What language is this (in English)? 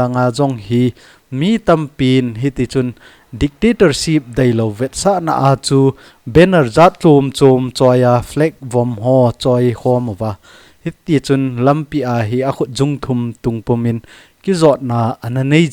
Thado Chin